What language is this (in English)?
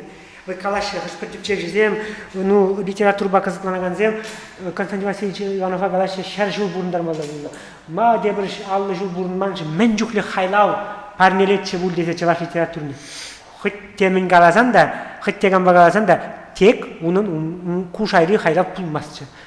Chuvash